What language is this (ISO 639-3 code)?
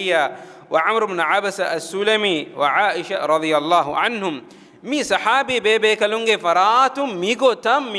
div